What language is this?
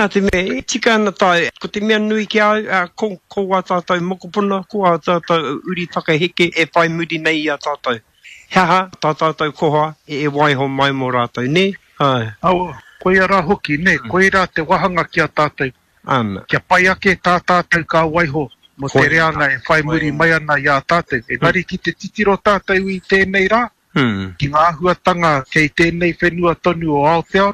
Māori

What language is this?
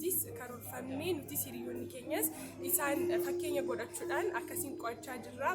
Oromo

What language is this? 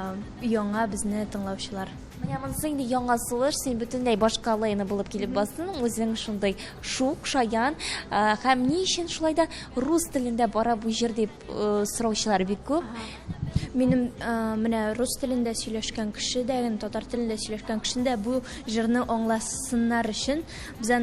Tatar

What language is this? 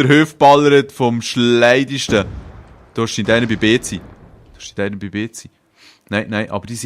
Swiss German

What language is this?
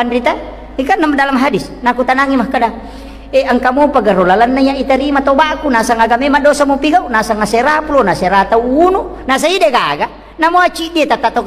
Buginese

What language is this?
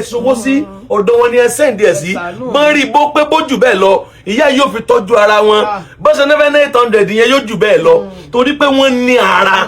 Yoruba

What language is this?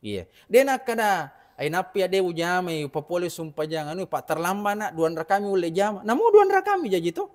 Buginese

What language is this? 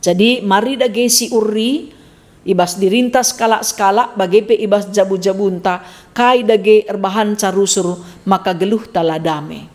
Batak Karo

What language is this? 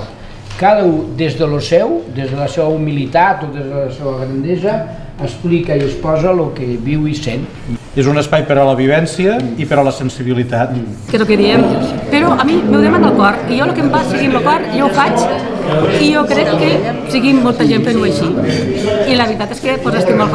Catalan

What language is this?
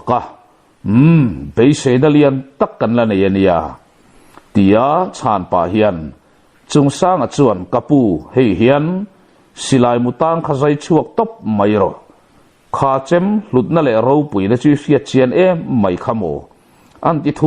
Mizo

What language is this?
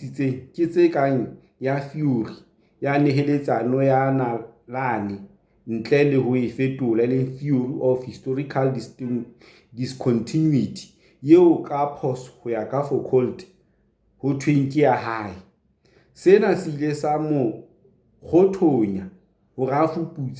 Southern Sotho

